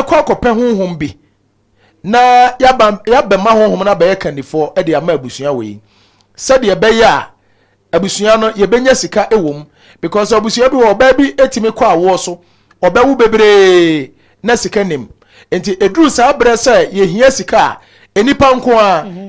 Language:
Akan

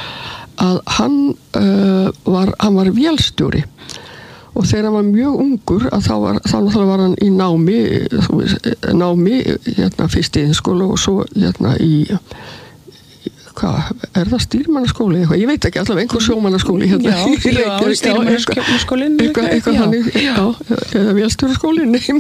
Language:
Icelandic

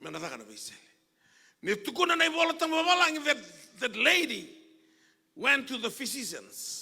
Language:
Fijian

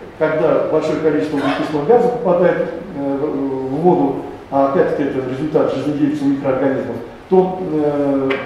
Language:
Russian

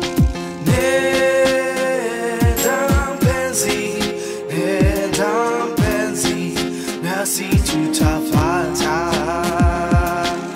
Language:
Swahili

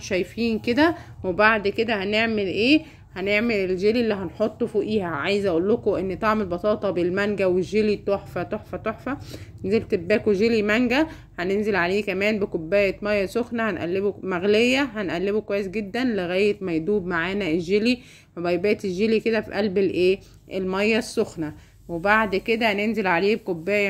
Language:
Egyptian Arabic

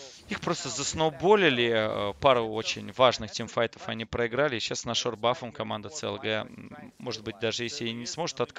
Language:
Russian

